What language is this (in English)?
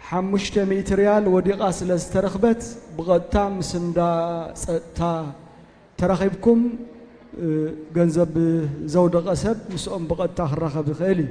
Tigrinya